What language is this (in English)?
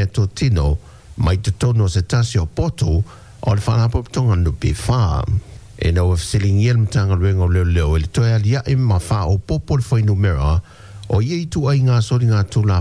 Samoan